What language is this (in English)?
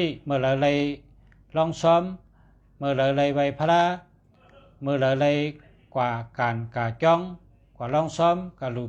Shan